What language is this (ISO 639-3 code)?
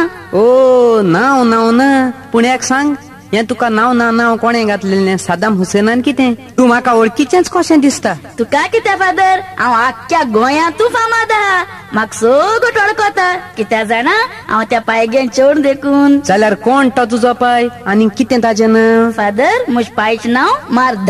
kok